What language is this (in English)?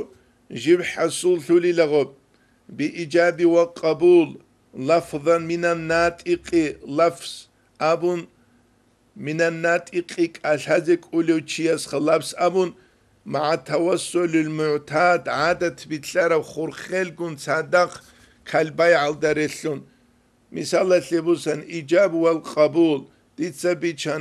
Avaric